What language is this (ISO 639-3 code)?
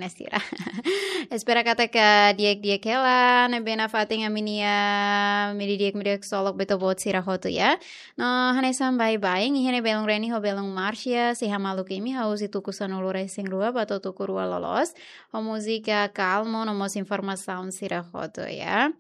tet